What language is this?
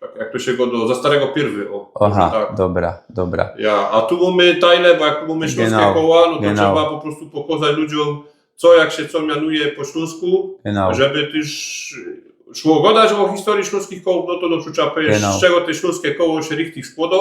Silesian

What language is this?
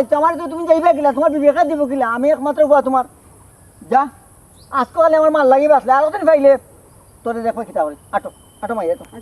Sylheti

